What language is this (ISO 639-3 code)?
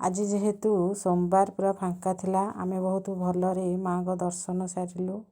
ori